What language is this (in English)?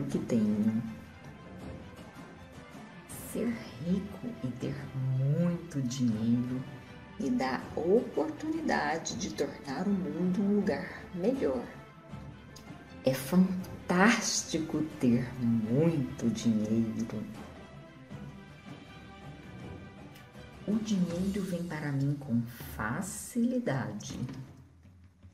Portuguese